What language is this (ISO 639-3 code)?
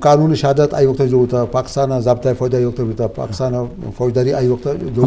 bgp